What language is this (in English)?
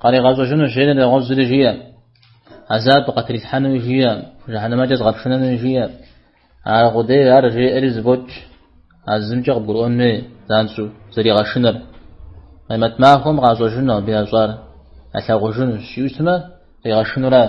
Kabardian